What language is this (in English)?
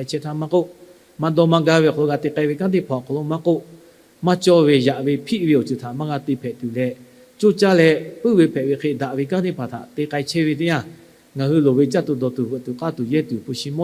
Lahu